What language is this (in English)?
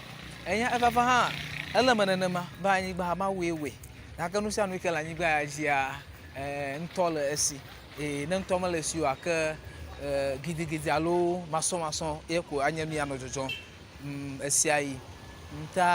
Ewe